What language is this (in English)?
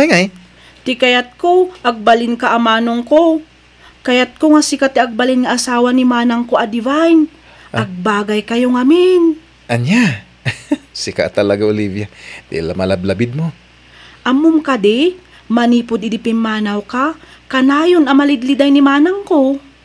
Iloko